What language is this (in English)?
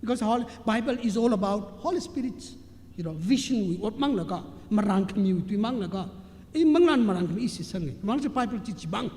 Tangkhul Naga (India)